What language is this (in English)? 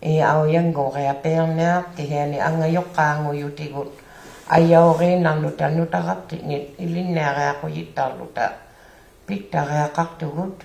Inuktitut